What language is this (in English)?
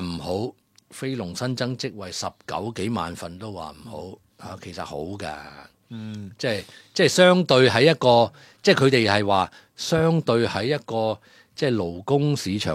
Cantonese